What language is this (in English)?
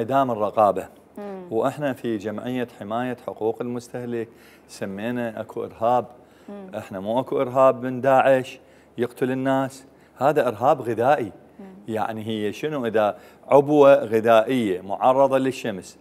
Mesopotamian Arabic